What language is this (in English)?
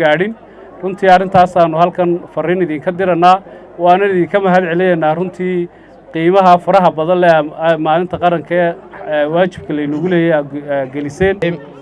Somali